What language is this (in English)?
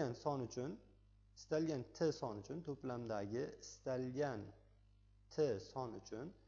Uzbek